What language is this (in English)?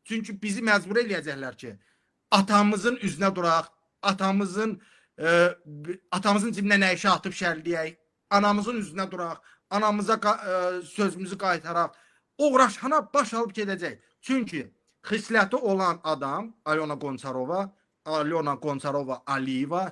Azerbaijani